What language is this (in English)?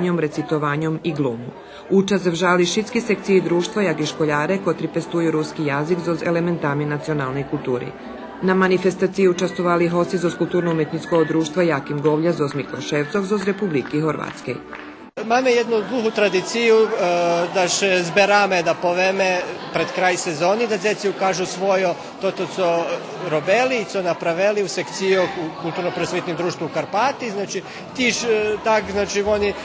Rusyn